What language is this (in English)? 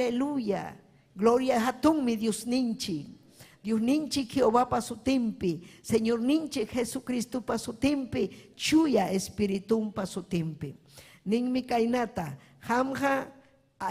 Ayacucho Quechua